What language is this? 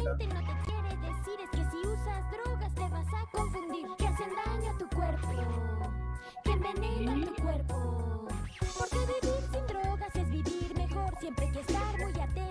Spanish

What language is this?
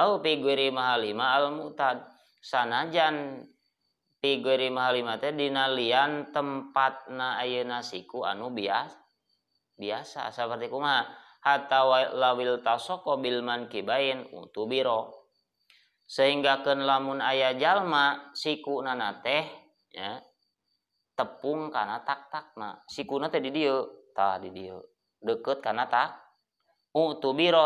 Sundanese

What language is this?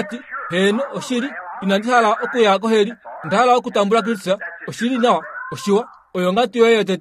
Kuanyama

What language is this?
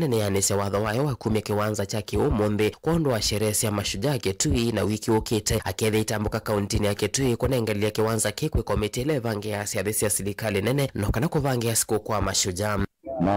Kamba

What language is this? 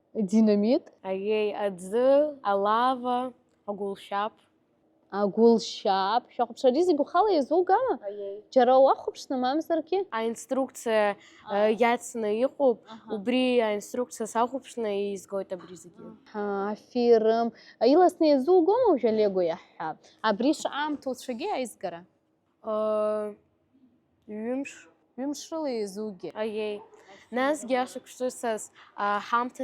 Abkhazian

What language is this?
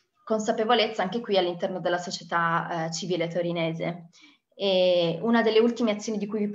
Italian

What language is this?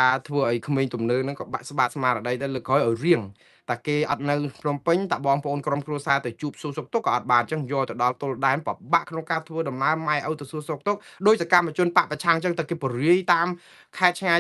Khmer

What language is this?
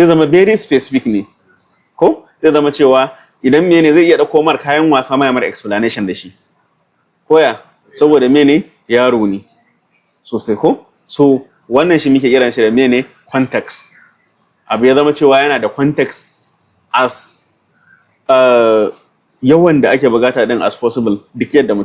Hausa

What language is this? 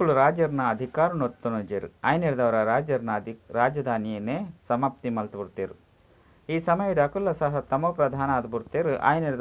Tulu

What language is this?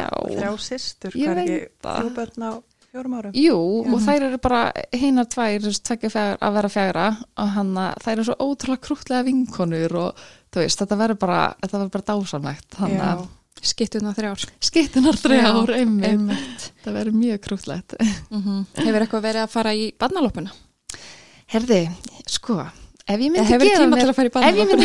Icelandic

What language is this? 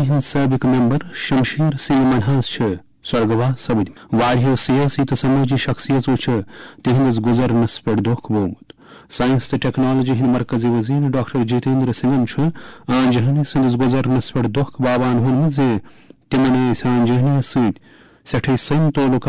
Kashmiri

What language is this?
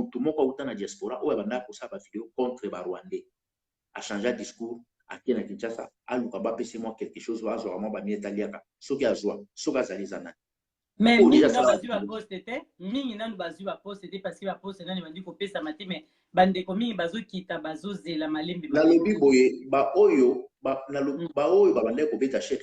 Lingala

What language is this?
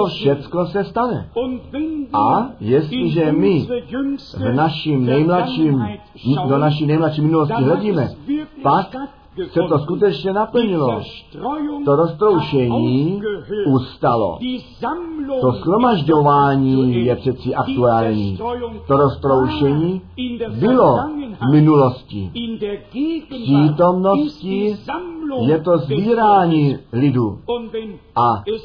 Czech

